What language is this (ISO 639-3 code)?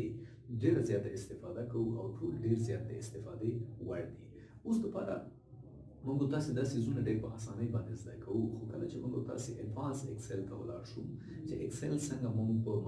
pus